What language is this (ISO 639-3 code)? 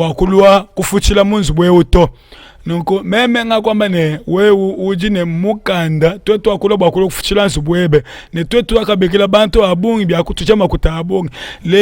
lua